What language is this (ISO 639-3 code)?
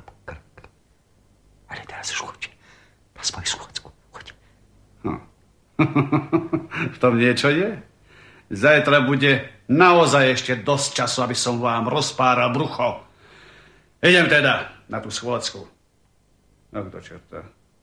slk